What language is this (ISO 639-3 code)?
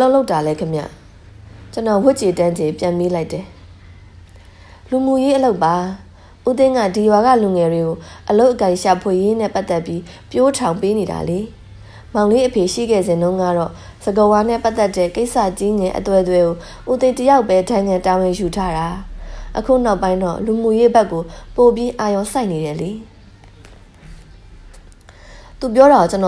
mya